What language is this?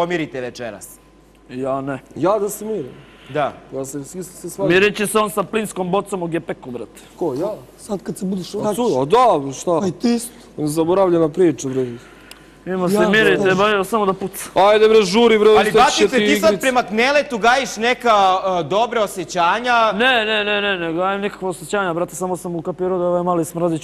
Bosnian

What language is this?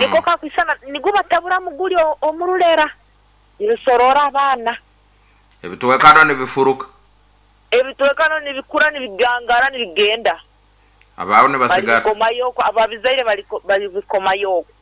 Nyankole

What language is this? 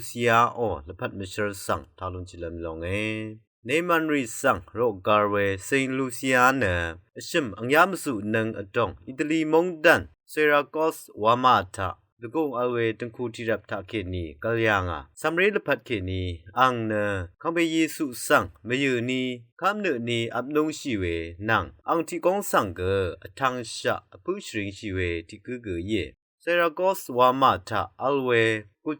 Rawang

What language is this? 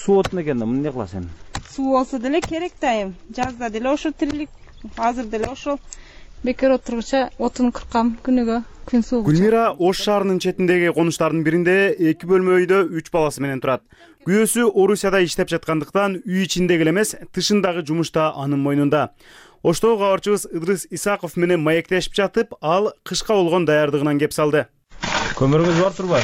Kyrgyz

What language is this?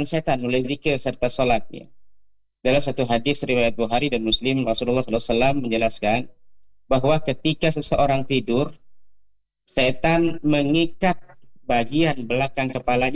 Indonesian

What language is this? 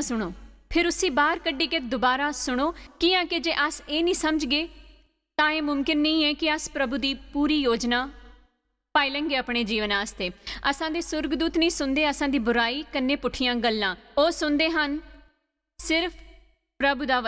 Dogri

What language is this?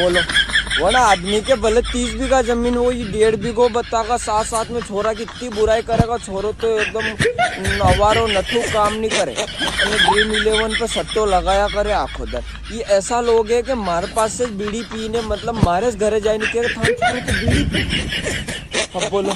Rajasthani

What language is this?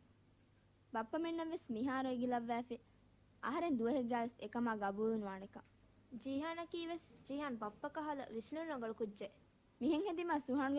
Divehi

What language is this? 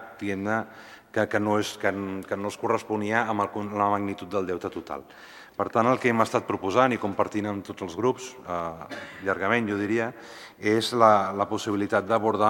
Catalan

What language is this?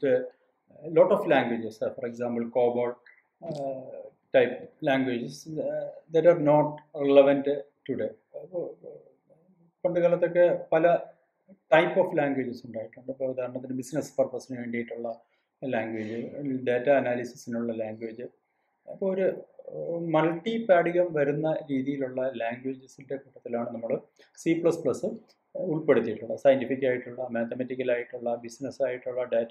Malayalam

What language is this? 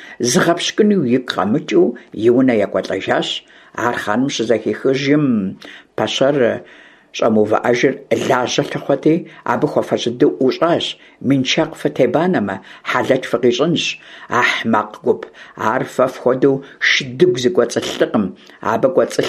Kabardian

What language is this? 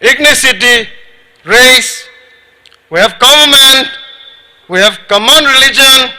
Tangkhul Naga (India)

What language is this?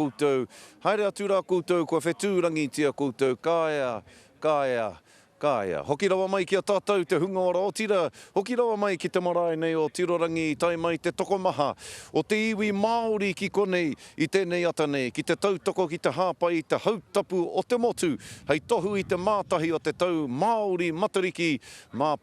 Māori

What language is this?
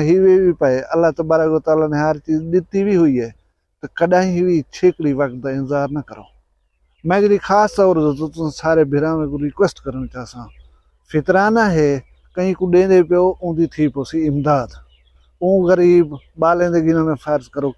Saraiki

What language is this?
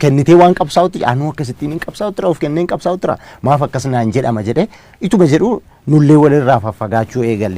Oromo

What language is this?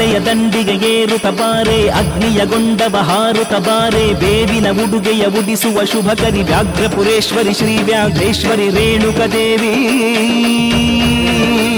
Kannada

